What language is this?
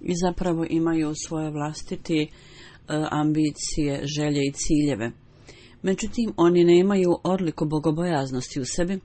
Bosnian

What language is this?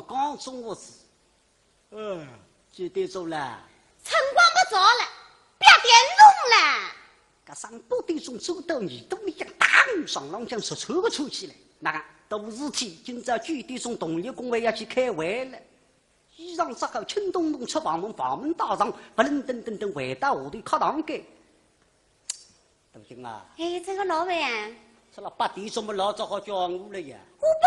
Wu Chinese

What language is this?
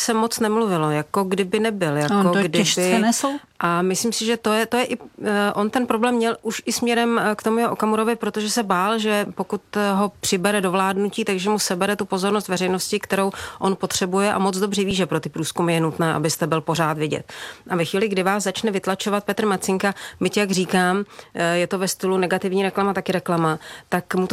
Czech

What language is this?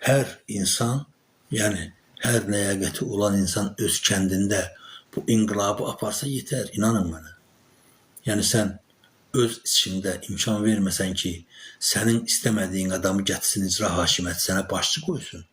Azerbaijani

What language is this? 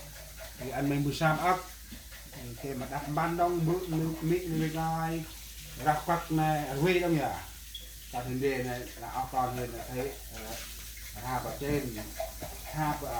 Central Mnong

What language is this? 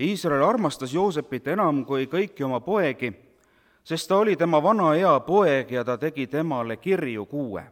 Estonian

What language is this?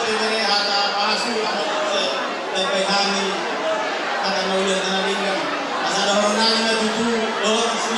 Batak Toba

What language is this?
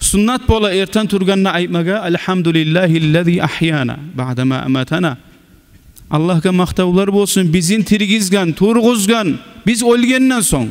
Kumyk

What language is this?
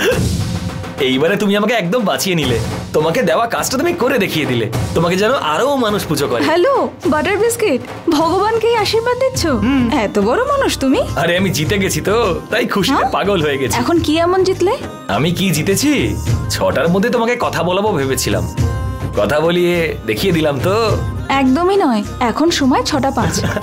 Bangla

